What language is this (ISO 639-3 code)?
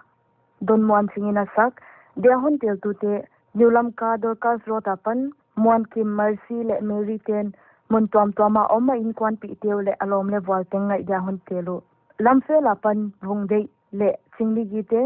pck